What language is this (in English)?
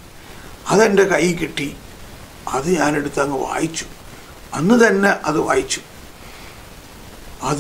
Malayalam